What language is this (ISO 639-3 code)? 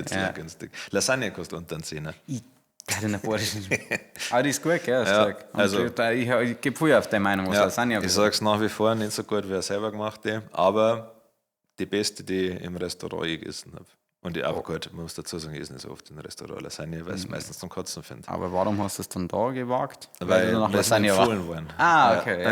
bar